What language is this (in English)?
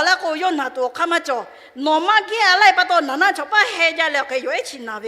Lahu